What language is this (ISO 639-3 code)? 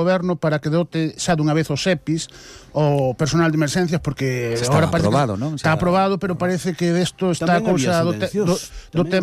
glg